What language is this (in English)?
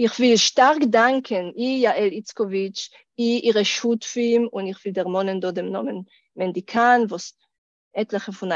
Yiddish